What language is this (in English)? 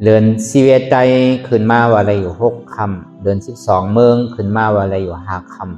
Shan